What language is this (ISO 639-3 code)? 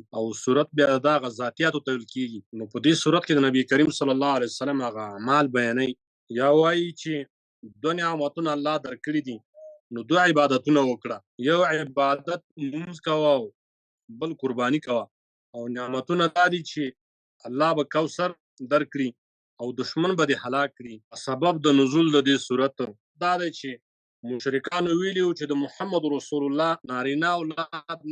pus